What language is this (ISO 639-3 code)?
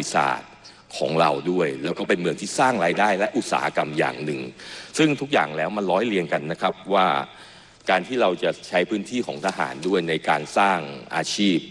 tha